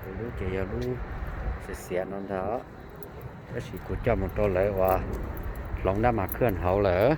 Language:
Hmong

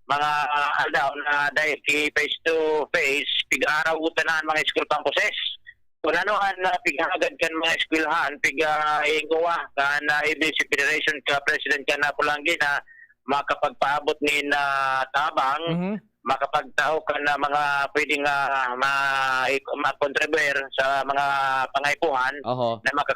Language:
Bikol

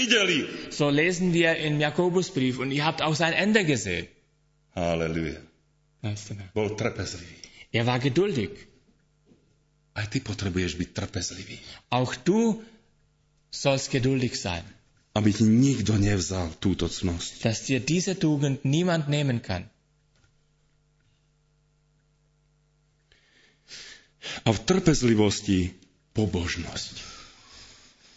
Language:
Slovak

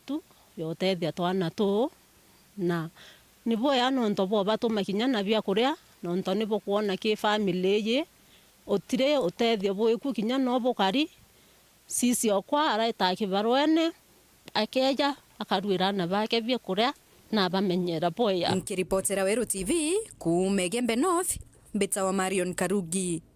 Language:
Meru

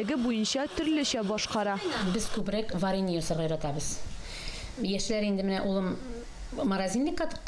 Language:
Tatar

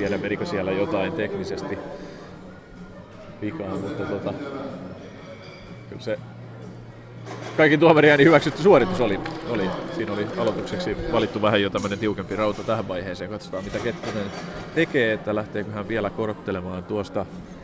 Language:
Finnish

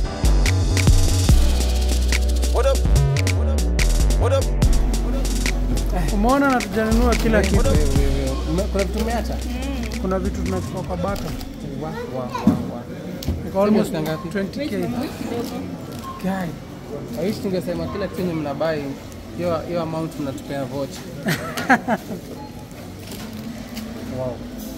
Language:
Swahili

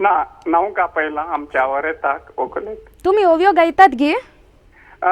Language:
Konkani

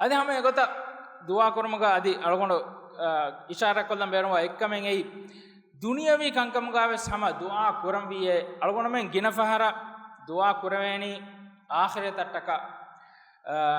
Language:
Divehi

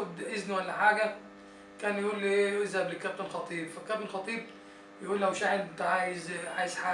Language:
Egyptian Arabic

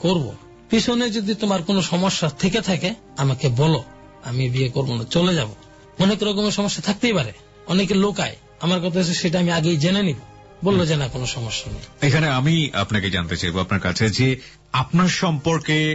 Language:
Bangla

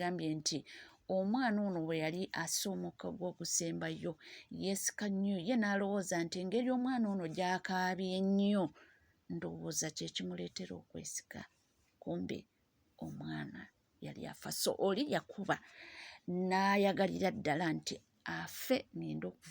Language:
Ganda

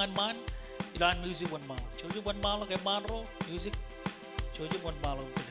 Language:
Marshallese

